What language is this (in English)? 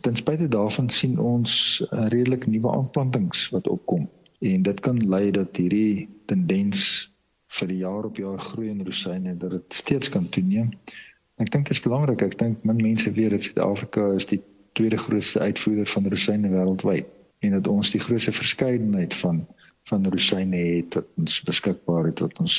Afrikaans